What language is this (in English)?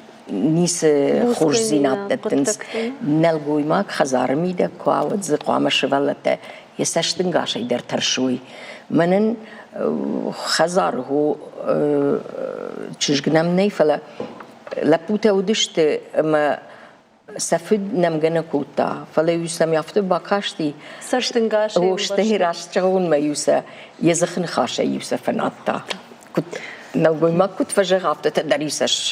Ossetic